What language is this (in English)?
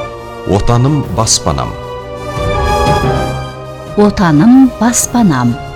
Kazakh